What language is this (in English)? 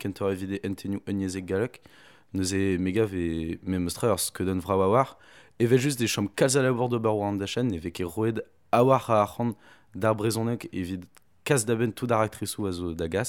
Breton